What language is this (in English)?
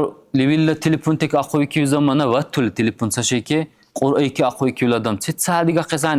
Dargwa